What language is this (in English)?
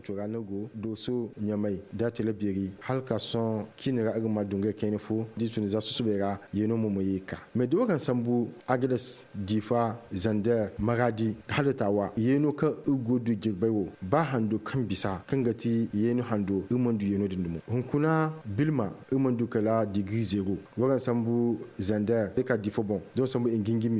Zarma